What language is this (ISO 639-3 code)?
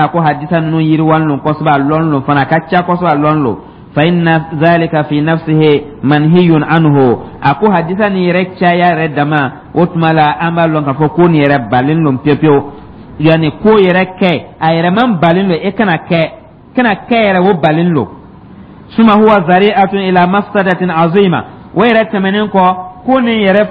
dyu